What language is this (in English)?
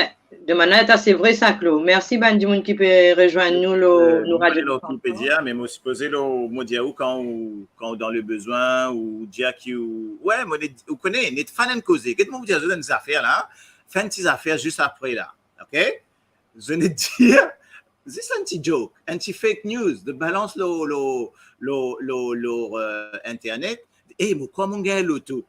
Morisyen